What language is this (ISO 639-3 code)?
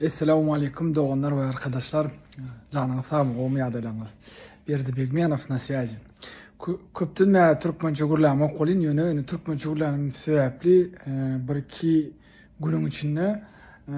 tuk